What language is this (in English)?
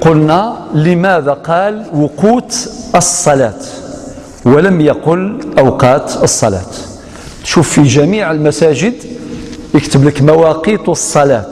Algerian Arabic